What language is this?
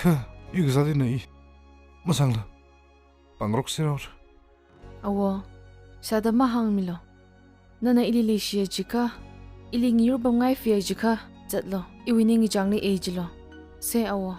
Tangkhul Naga (India)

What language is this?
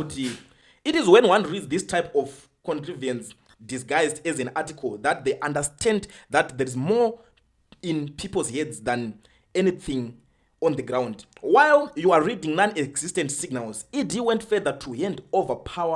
Shona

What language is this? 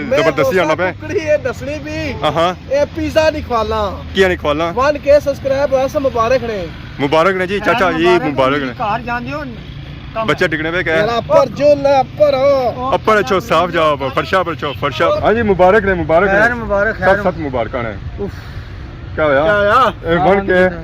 Pahari-Potwari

